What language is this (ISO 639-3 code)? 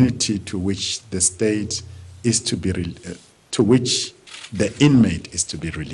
eng